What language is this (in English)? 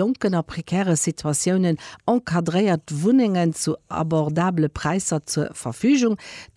Luxembourgish